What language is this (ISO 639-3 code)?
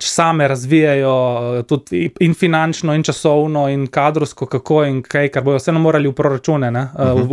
slv